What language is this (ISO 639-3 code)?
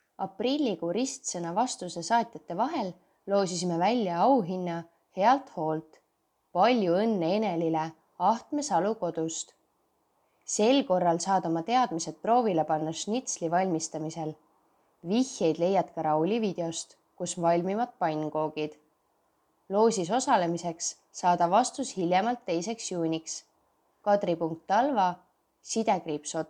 est